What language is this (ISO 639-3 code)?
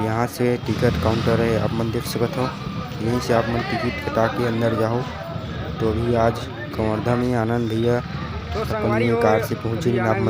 hne